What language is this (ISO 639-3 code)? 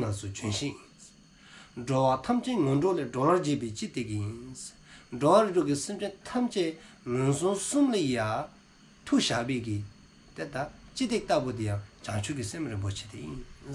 dzo